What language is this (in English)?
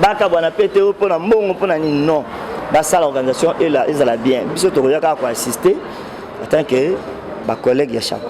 Lingala